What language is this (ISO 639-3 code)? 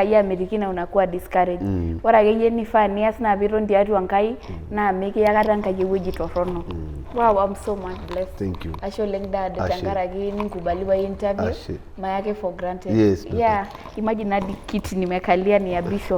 mas